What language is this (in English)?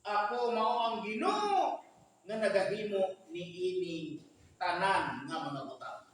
Cebuano